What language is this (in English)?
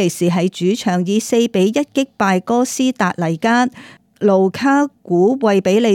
Cantonese